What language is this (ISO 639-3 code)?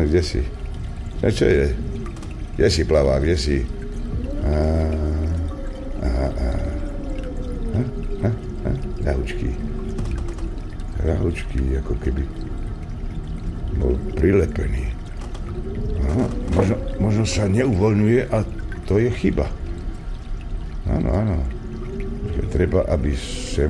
slk